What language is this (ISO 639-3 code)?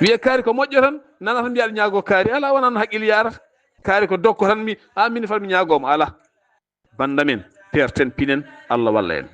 ful